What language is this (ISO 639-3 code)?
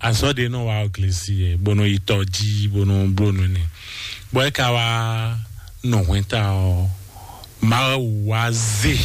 fon